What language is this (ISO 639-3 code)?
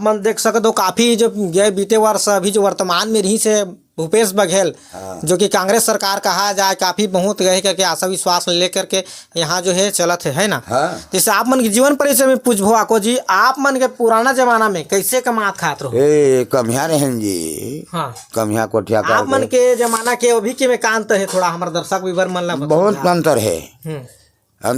hne